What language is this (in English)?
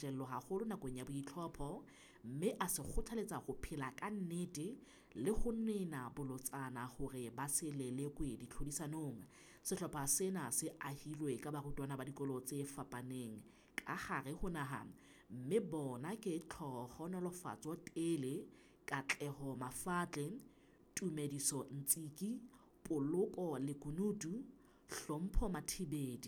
Southern Sotho